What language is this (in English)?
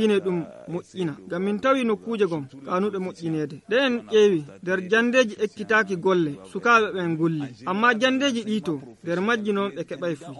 Nigerian Fulfulde